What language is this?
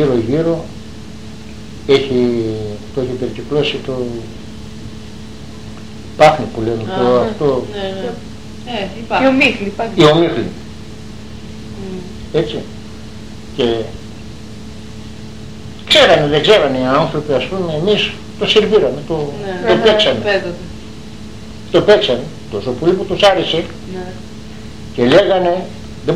Greek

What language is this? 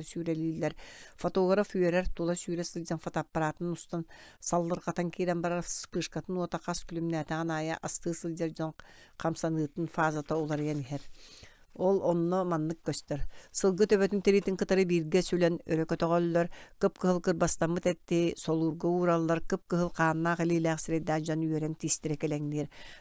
Yakut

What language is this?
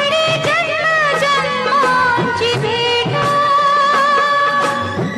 Marathi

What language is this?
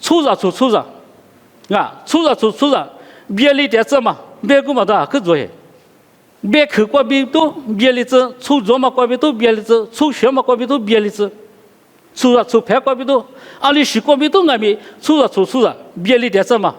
Lisu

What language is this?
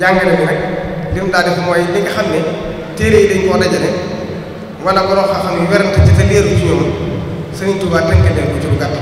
Wolof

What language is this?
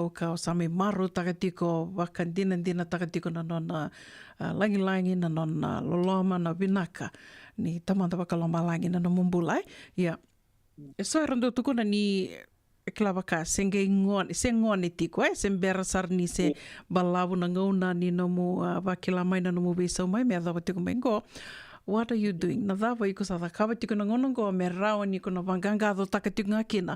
Fijian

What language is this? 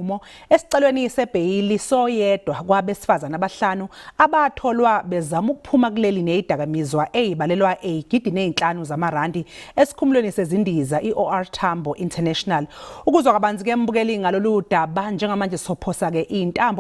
Zulu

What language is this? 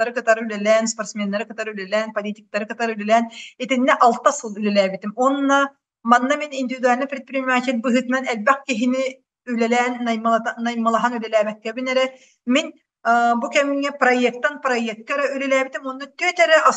Yakut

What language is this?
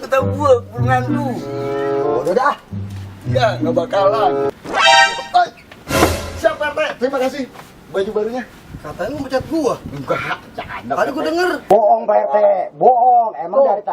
Betawi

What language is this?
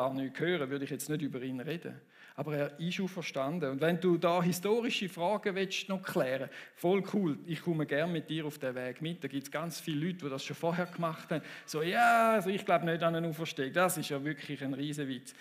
Swiss German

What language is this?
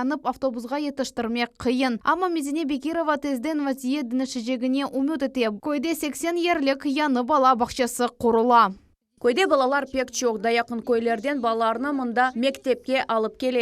Crimean Tatar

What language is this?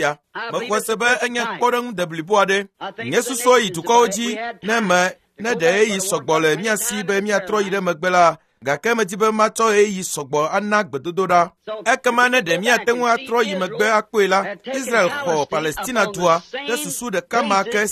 Ewe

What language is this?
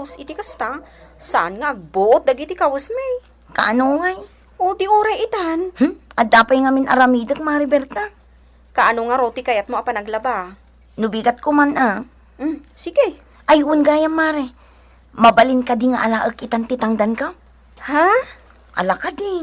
Iloko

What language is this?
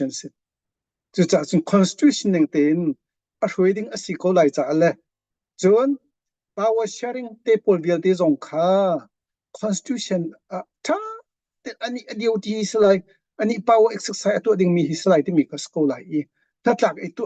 Hakha Chin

